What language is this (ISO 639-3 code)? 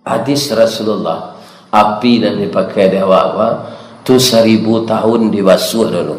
min